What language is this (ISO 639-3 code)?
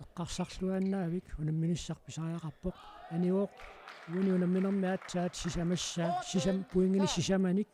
kal